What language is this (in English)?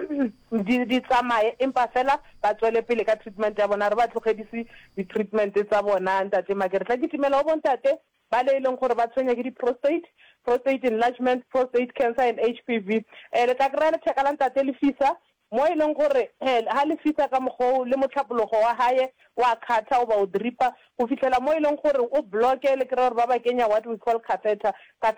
Northern Sotho